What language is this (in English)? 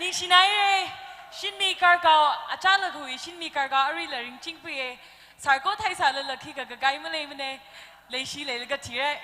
Tangkhul Naga (India)